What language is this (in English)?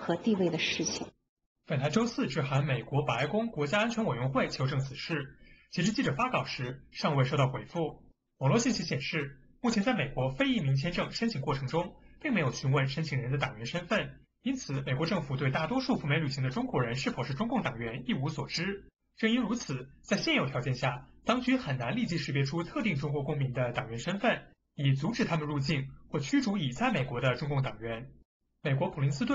Chinese